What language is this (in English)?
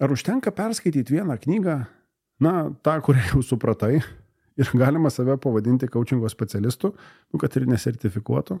Lithuanian